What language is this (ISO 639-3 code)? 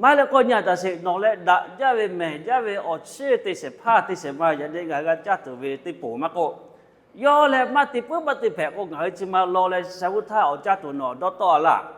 lhu